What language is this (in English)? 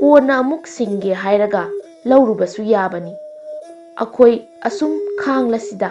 Manipuri